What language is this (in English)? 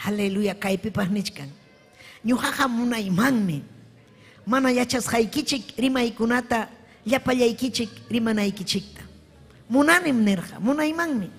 Ayacucho Quechua